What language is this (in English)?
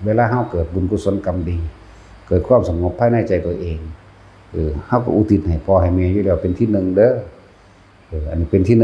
Lao